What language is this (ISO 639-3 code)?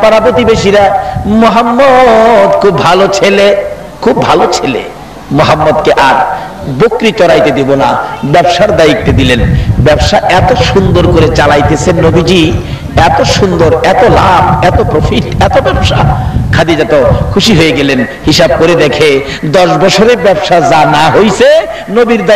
ben